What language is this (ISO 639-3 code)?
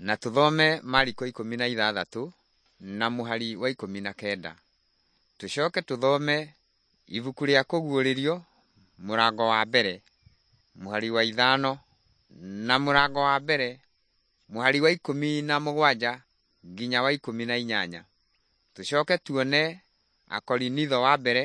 kik